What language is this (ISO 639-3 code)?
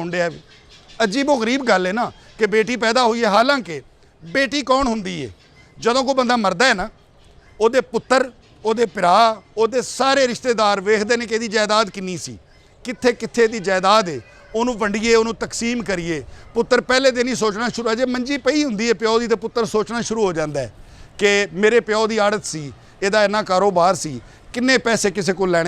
lah